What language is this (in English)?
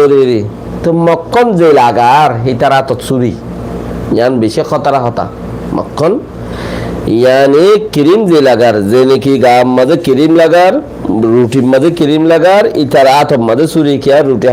Rohingya